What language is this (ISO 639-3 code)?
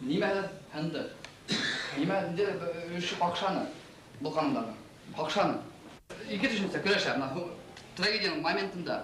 bak